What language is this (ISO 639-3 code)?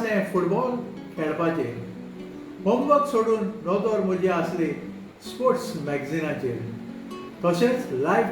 kok